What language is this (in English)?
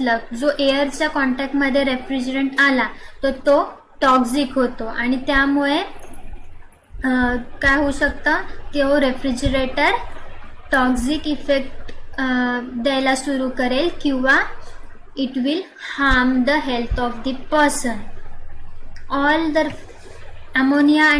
Marathi